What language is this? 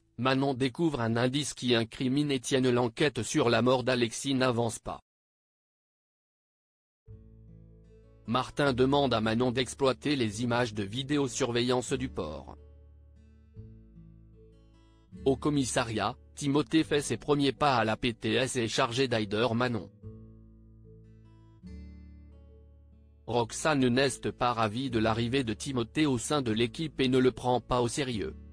French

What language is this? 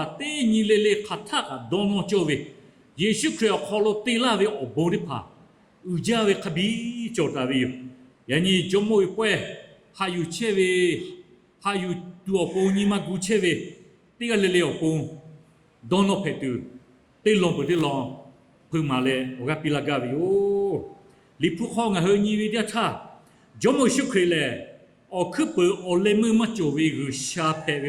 Lahu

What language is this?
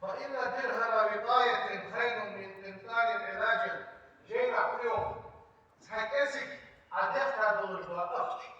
Ingush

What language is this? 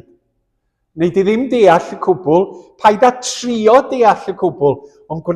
Welsh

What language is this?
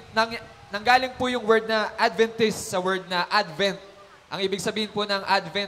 Filipino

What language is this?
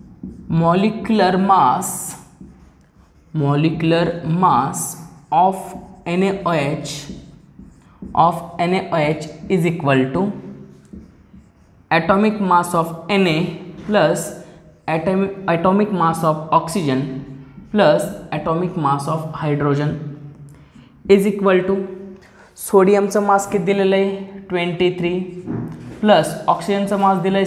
Marathi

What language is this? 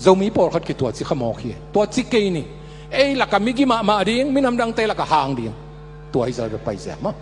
Tedim Chin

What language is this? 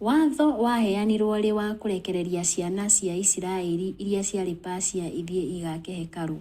Kikuyu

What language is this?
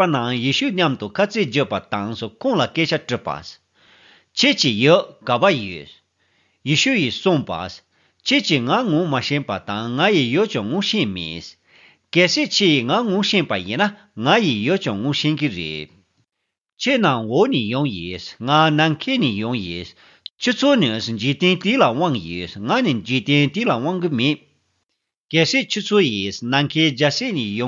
Tibetan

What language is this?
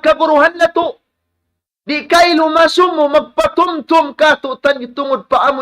Tausug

